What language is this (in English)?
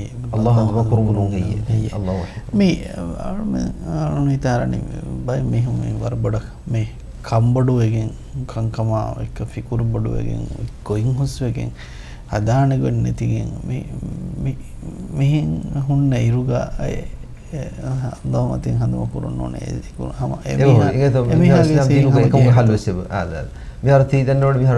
Divehi